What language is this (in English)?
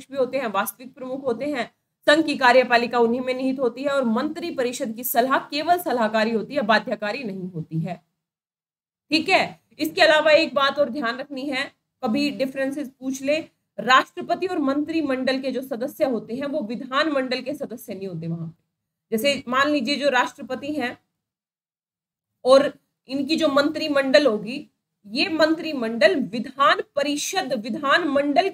Hindi